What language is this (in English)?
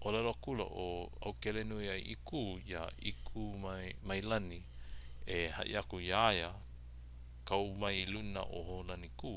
Hawaiian